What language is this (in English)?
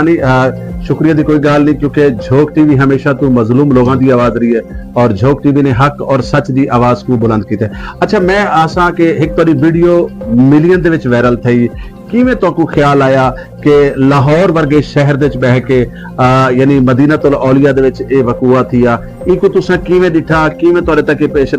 Saraiki